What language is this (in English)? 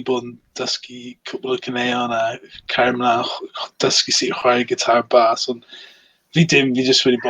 Welsh